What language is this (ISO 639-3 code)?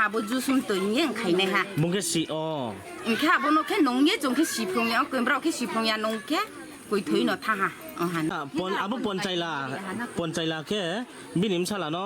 ria